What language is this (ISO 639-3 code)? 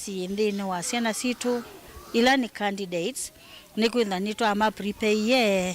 kam